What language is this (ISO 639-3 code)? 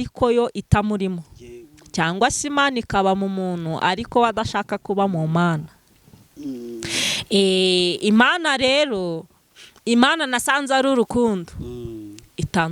kin